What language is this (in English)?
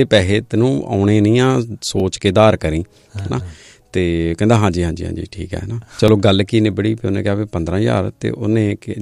Punjabi